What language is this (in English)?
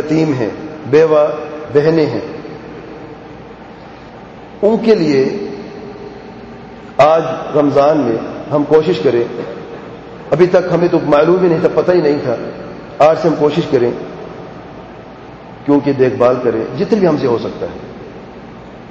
Urdu